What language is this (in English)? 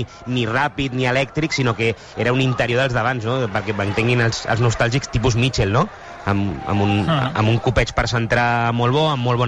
Catalan